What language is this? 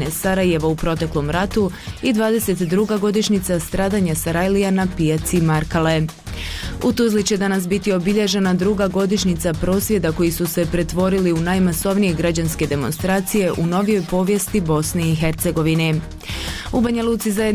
Bosnian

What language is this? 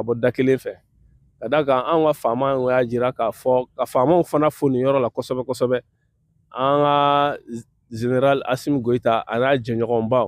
Bambara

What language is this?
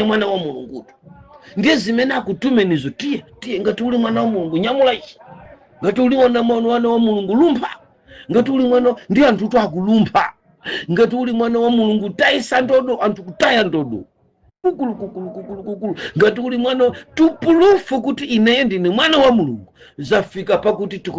Nyanja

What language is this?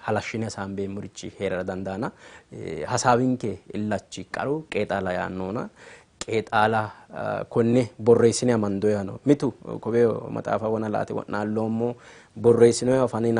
Sidamo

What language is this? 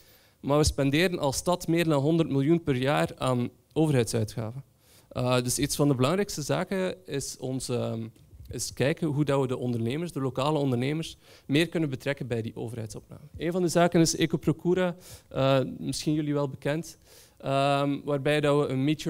Dutch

